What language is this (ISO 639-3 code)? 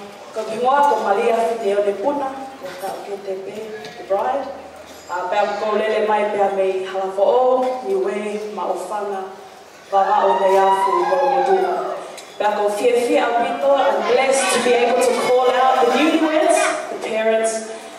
ton